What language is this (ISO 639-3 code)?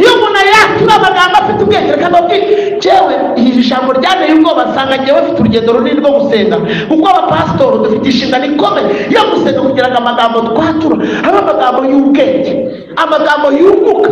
kin